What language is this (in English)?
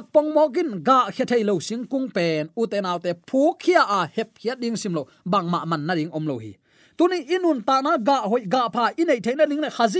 Tedim Chin